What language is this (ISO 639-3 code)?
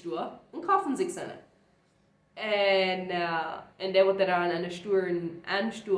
pdt